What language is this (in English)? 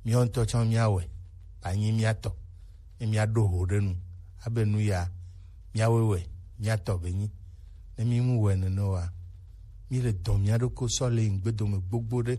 Gen